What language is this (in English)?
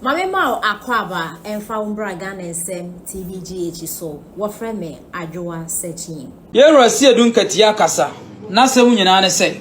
Akan